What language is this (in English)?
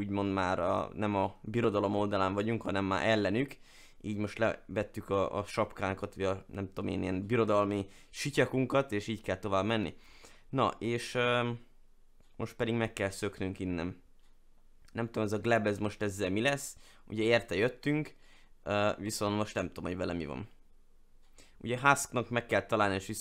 Hungarian